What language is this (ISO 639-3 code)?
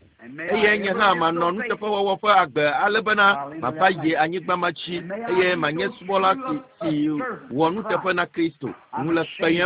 ewe